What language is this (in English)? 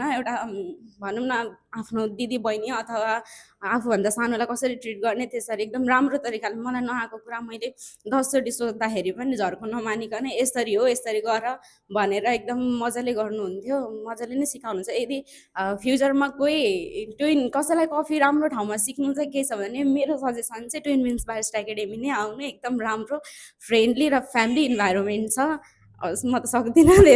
Nepali